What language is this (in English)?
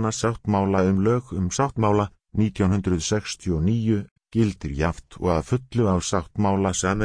Icelandic